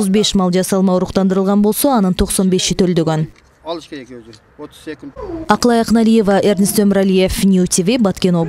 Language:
Kyrgyz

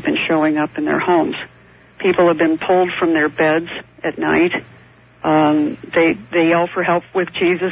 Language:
English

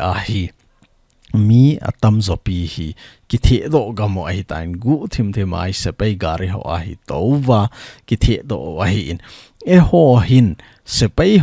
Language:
Thado Chin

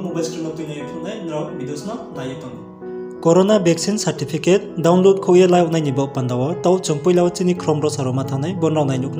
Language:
Riang (India)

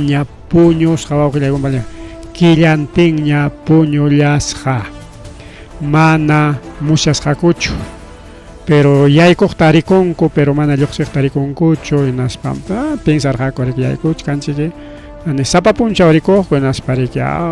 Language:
Ayacucho Quechua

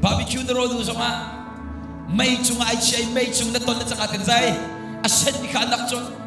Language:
Hakha Chin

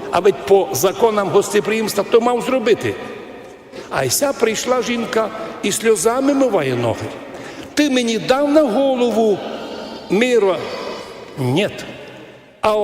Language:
Rusyn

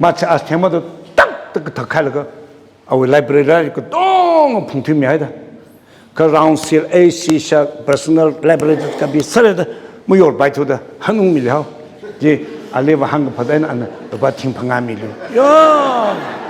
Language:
Tangkhul Naga (India)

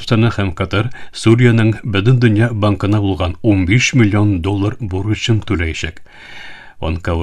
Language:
Tatar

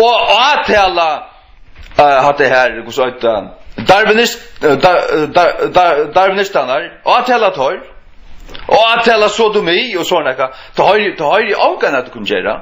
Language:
Faroese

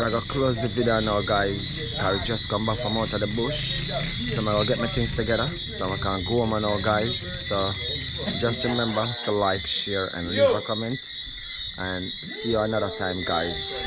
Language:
Jamaican Creole English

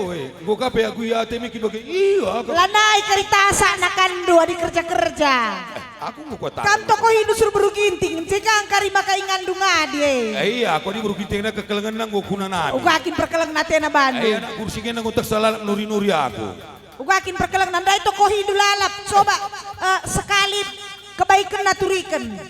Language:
Batak Karo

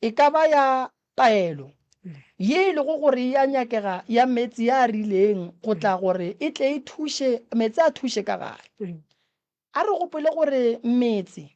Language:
Northern Sotho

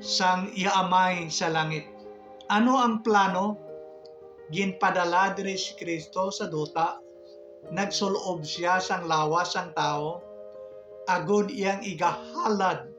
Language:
Hiligaynon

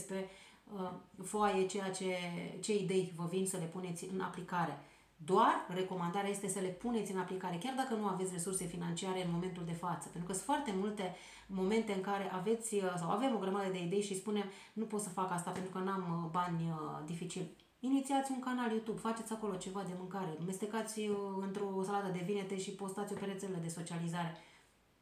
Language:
Romanian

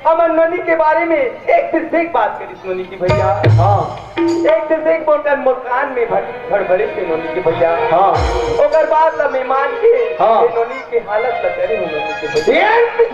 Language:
Chhattisgarhi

